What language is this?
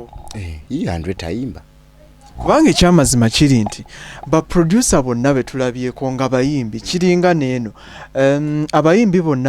Ganda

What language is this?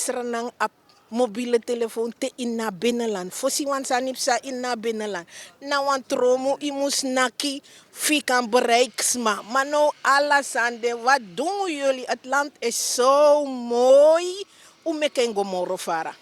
Sranan Tongo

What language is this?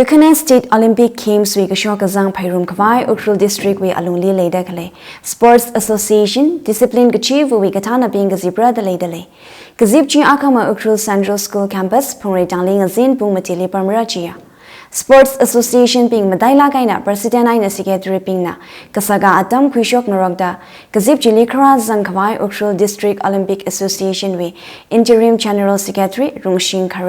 Tangkhul Naga (India)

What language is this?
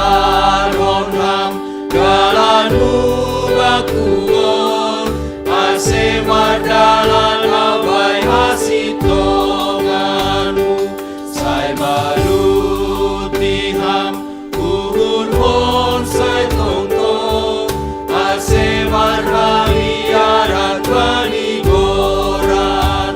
Batak Simalungun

